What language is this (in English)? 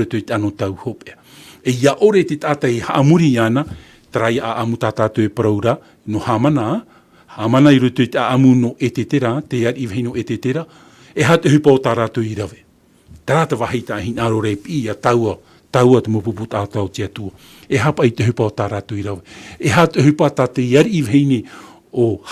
Tahitian